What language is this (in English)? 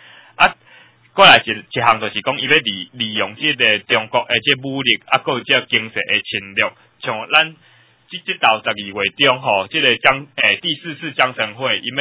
Min Nan Chinese